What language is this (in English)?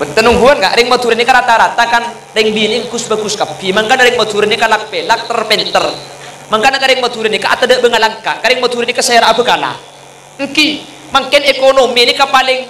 Madurese